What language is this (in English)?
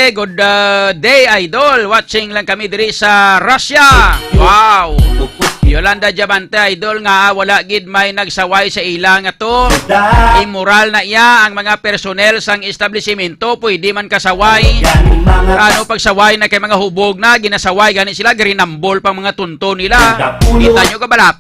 Hiligaynon